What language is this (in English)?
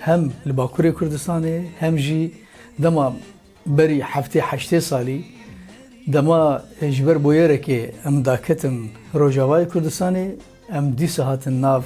Kurdish